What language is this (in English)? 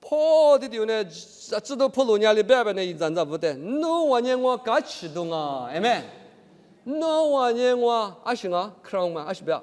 Lisu